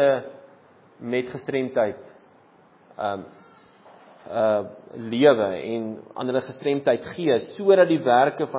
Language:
Afrikaans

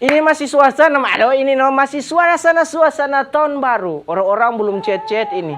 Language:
Manado Malay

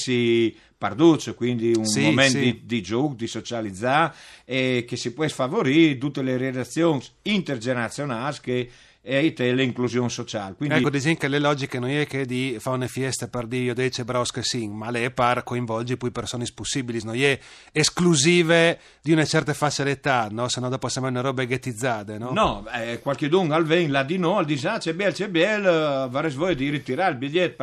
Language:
Friulian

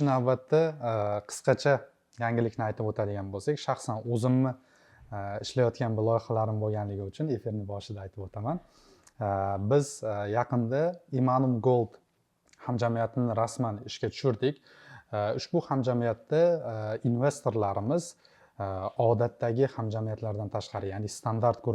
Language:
Uzbek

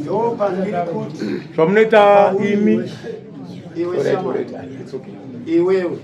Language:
Shona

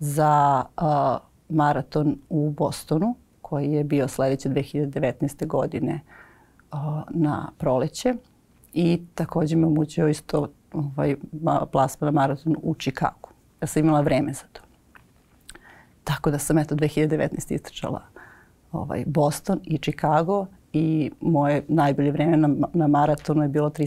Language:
Serbian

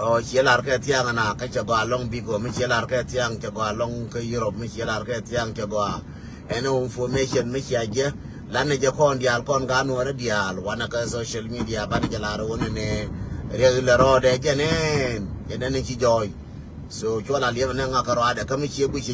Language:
Nuer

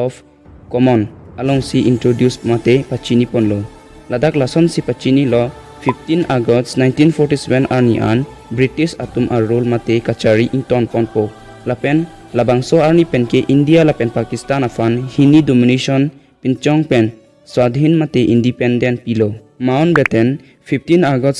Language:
Karbi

